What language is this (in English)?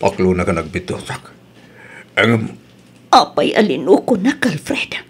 Iloko